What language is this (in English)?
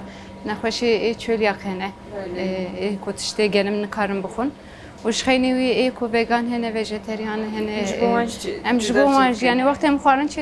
Kurdish